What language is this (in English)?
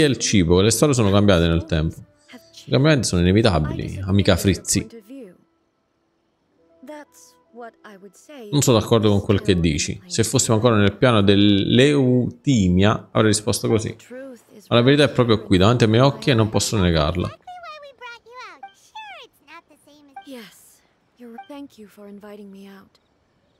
Italian